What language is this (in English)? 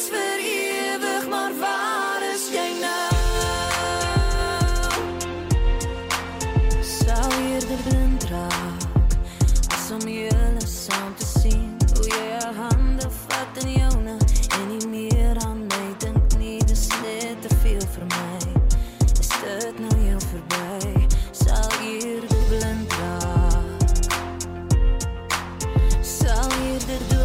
Afrikaans